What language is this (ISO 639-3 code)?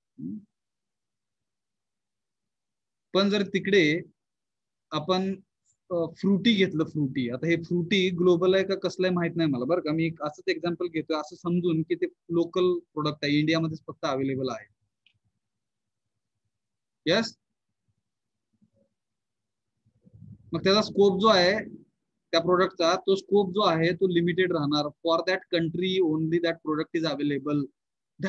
mar